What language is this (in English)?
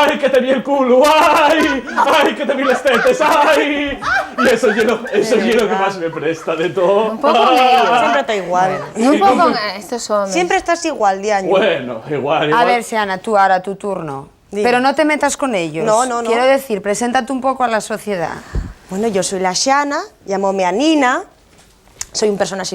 Asturian